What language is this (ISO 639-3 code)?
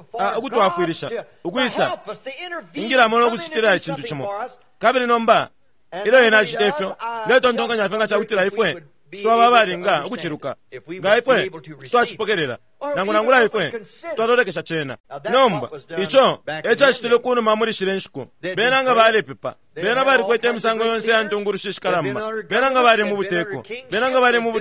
bem